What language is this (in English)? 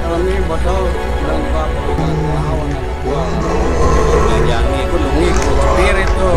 Betawi